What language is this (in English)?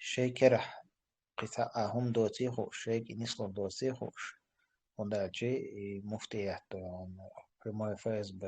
Chechen